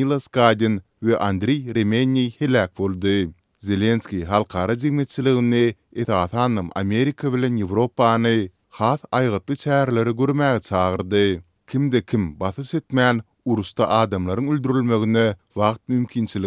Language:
Turkmen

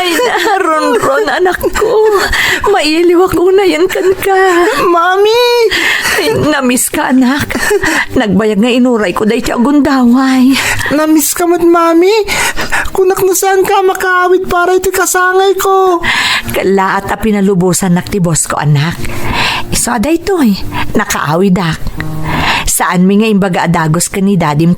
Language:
Iloko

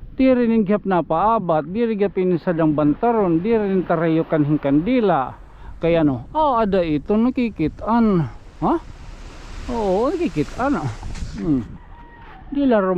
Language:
Waray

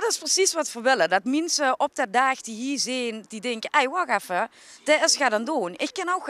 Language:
Limburgish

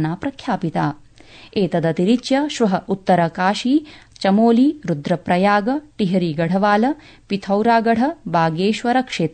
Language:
Sanskrit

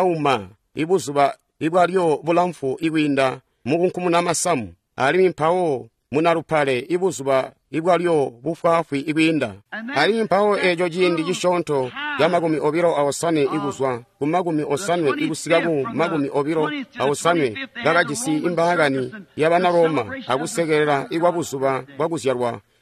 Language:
Tonga (Zambia)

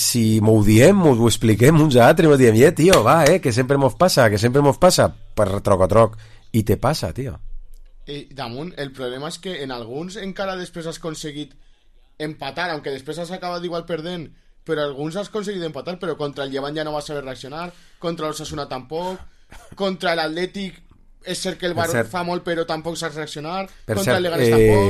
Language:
Catalan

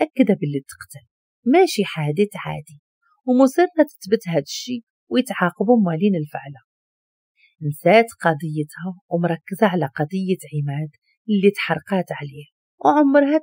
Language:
Moroccan Arabic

